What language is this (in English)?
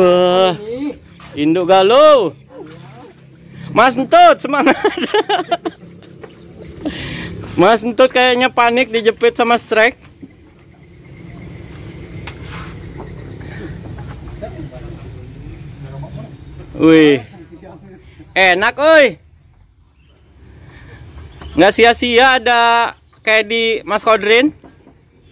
Indonesian